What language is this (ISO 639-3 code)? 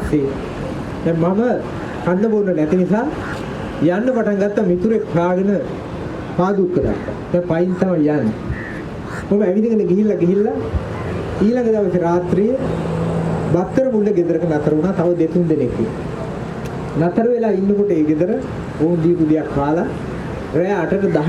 sin